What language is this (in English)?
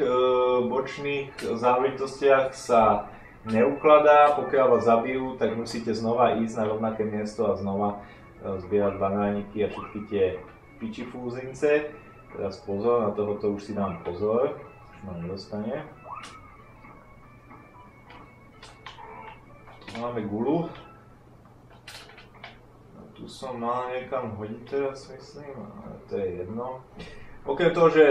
Slovak